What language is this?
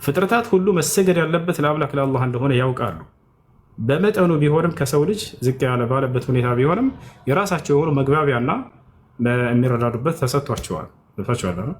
Amharic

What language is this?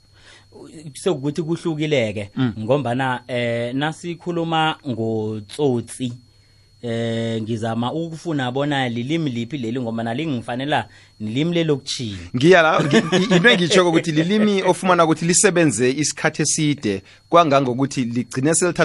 South Ndebele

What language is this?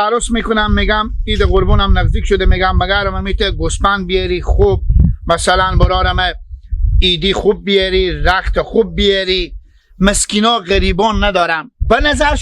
Hazaragi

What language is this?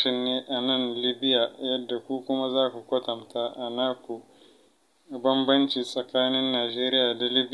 Hausa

